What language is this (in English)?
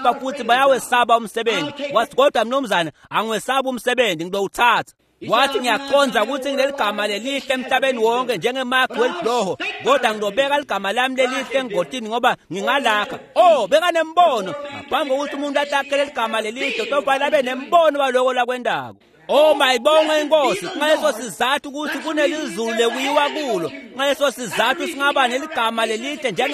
Swati